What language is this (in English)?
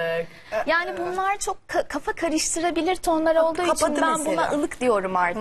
Turkish